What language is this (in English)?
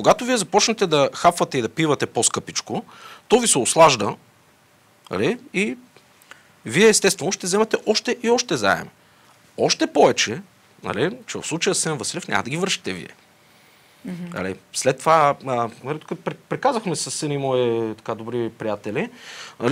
Bulgarian